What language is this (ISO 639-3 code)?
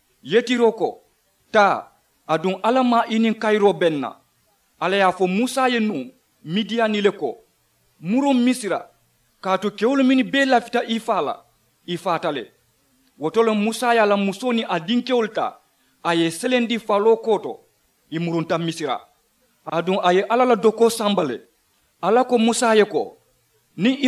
man